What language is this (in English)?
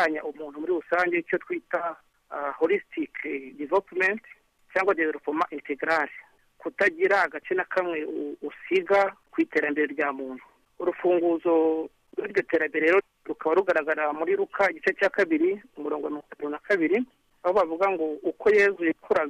Kinyarwanda